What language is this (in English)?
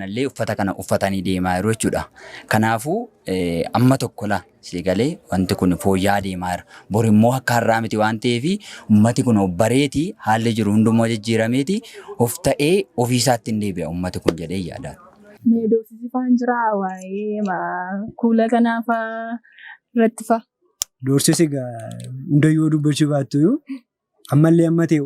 Oromo